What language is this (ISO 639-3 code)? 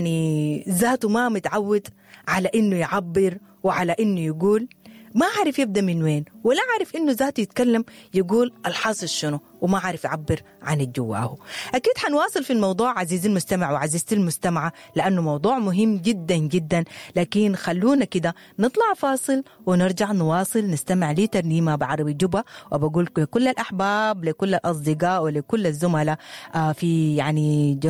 apd